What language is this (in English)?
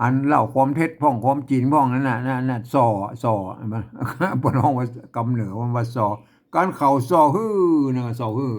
Northern Thai